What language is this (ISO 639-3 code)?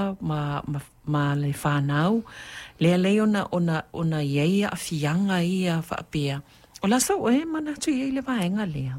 smo